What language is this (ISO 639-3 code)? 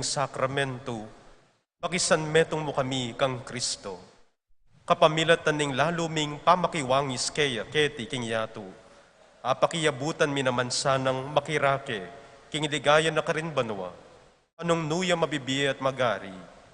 pam